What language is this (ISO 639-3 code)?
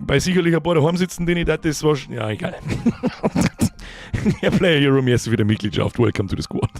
bar